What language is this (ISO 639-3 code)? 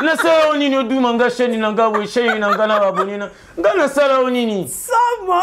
lin